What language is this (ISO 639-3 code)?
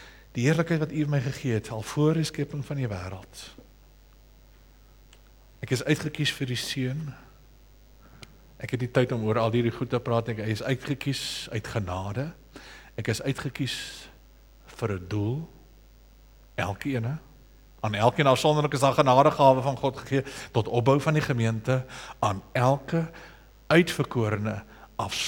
afr